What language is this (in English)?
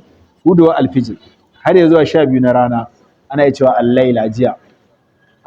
Hausa